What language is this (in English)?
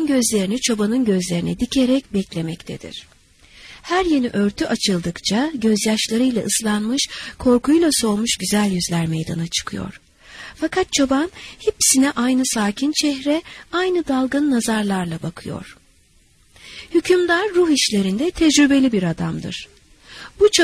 Turkish